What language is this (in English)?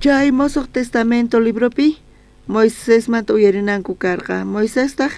South Bolivian Quechua